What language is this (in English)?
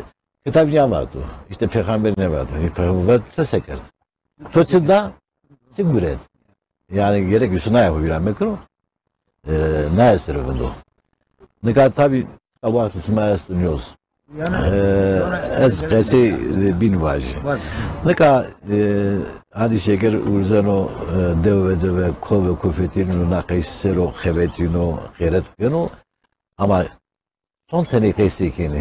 Zaza